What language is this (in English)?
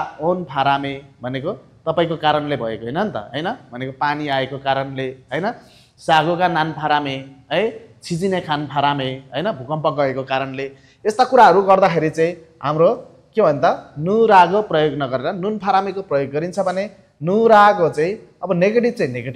Nepali